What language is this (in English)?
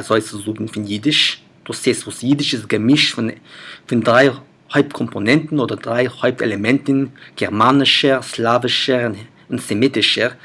Yiddish